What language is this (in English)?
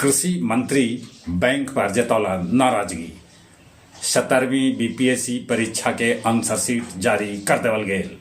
Magahi